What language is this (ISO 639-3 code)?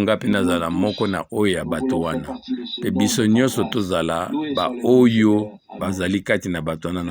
lin